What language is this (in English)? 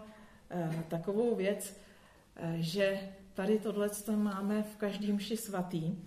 Czech